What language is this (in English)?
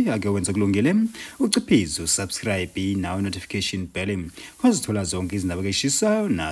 Zulu